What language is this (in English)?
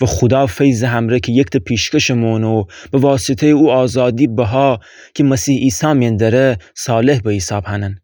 Gilaki